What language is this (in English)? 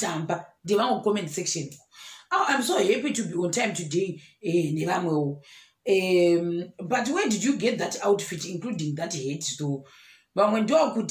Shona